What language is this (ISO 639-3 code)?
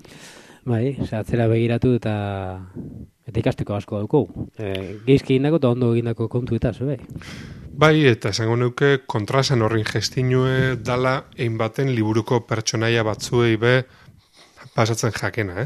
eus